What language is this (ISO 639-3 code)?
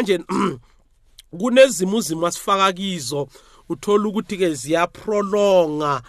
nbl